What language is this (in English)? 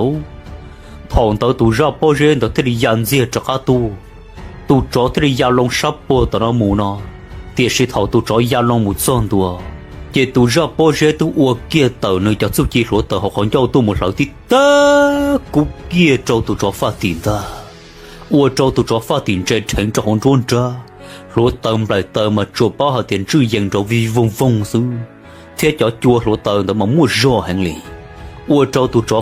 Hmong